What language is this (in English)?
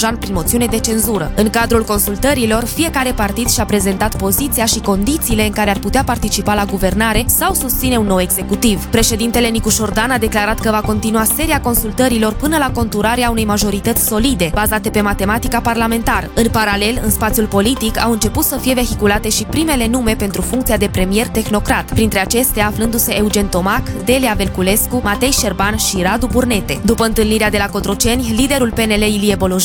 Romanian